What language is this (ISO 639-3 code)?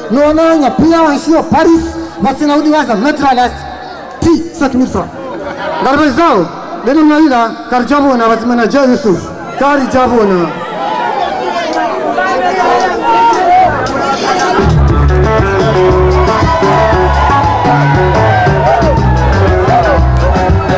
swa